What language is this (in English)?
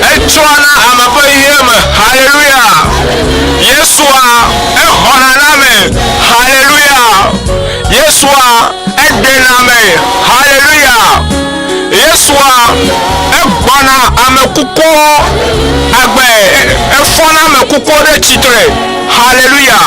Ewe